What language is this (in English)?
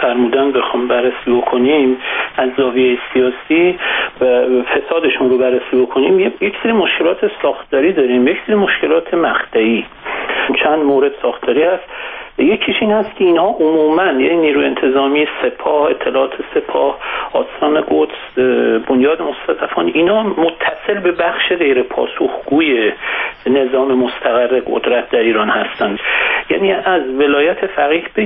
Persian